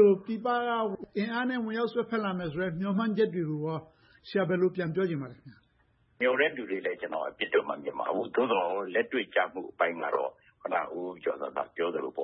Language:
Burmese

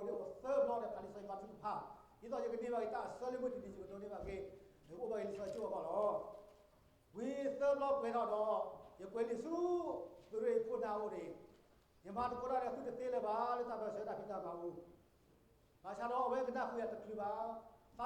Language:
S'gaw Karen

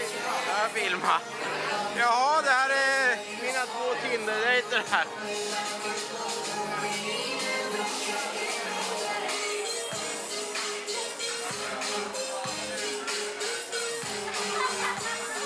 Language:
Swedish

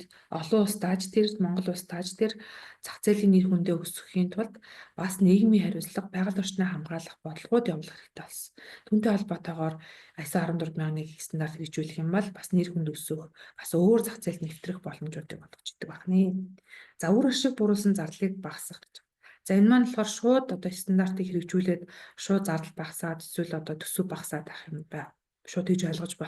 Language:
Mongolian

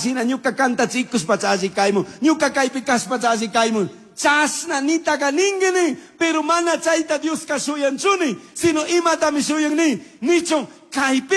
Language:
Chimborazo Highland Quichua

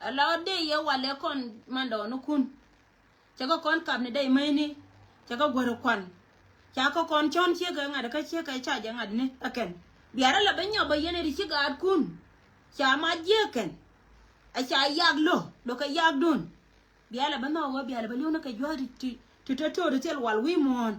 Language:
Nuer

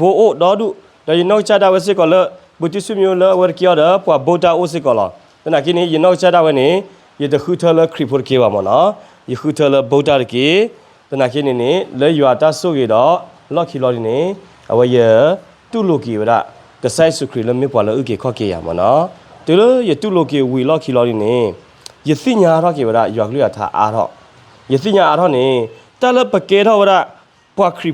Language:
S'gaw Karen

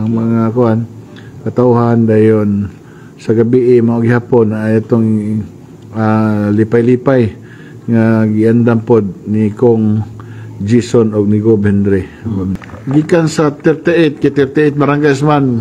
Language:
Cebuano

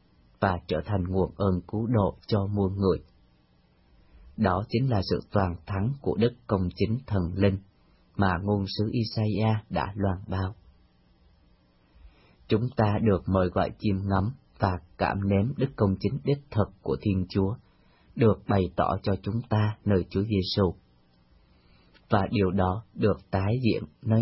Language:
Vietnamese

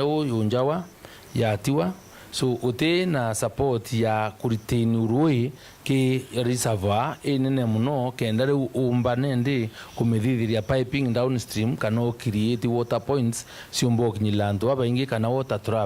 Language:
Meru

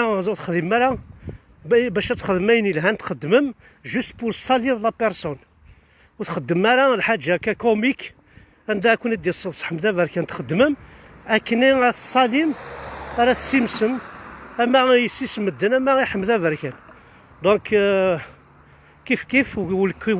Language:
Kabyle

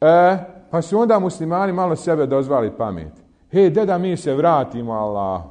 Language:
Bosnian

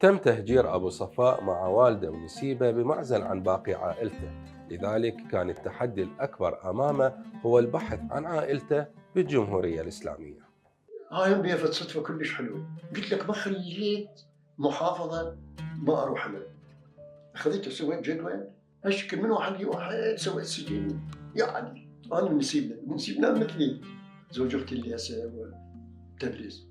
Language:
Mesopotamian Arabic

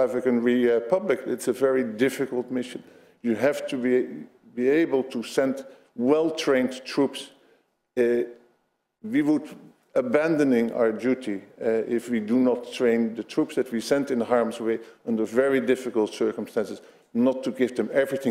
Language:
English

